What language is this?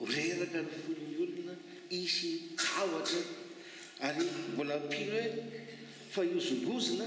Malagasy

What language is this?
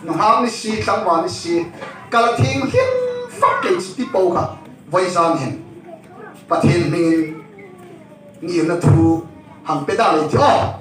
Hmar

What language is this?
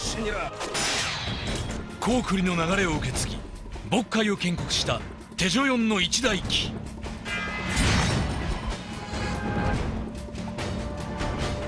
Japanese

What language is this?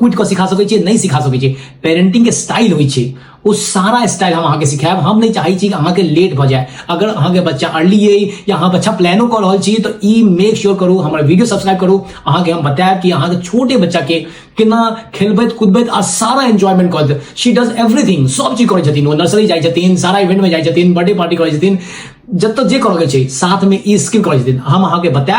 Maithili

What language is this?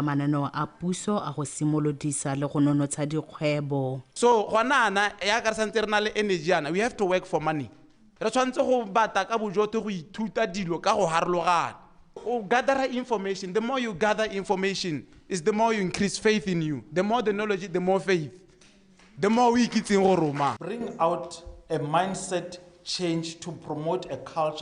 Tswana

